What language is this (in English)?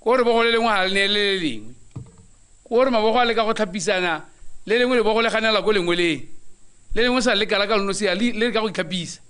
Tswana